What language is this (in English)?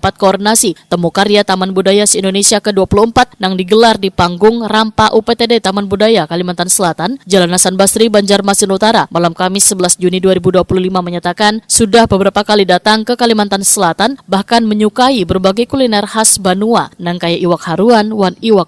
Banjar